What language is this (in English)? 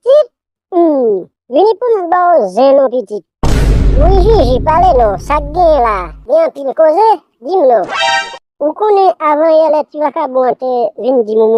Haitian Creole